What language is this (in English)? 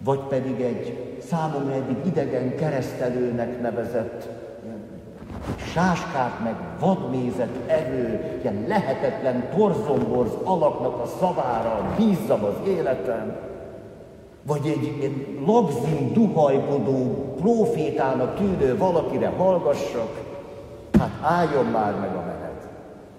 Hungarian